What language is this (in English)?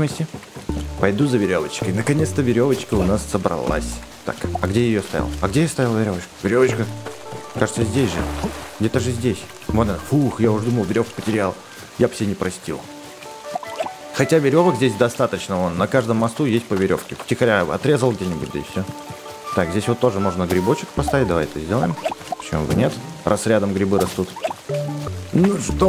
Russian